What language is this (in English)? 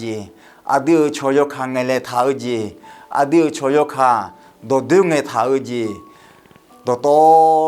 Akha